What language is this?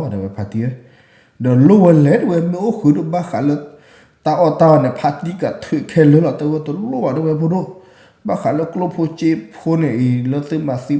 S'gaw Karen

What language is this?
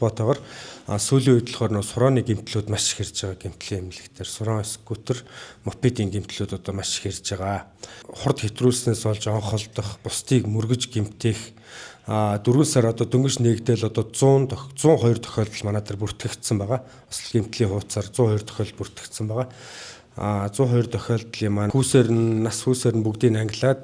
Mongolian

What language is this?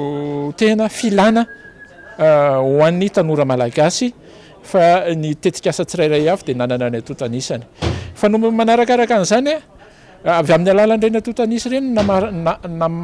Malagasy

